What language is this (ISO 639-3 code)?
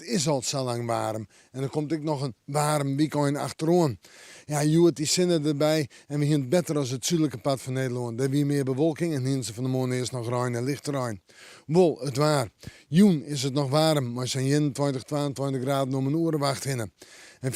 fry